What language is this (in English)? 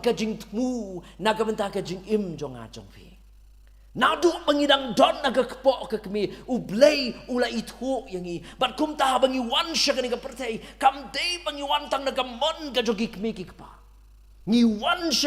Khasi